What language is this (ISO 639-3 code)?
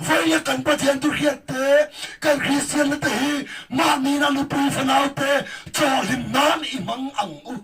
lus